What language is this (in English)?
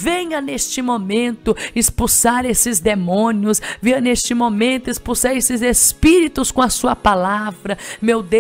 Portuguese